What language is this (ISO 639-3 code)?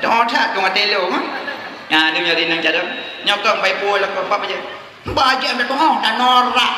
ace